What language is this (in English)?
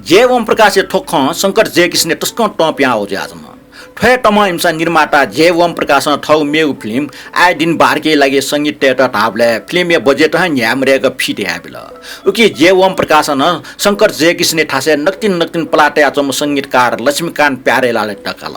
Newari